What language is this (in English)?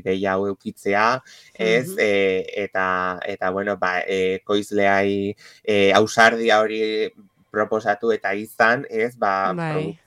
Basque